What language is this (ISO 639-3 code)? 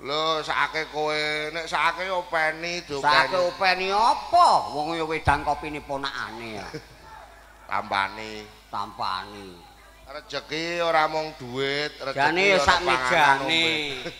jav